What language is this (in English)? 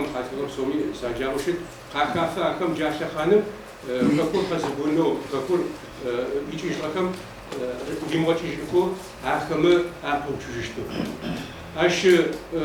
Adyghe